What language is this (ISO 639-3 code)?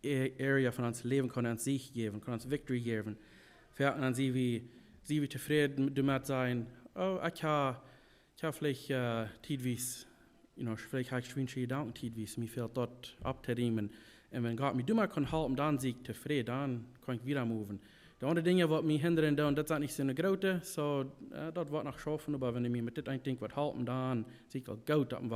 pdt